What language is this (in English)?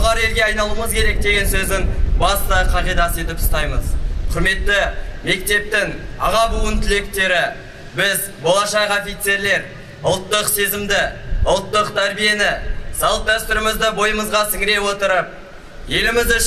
Kazakh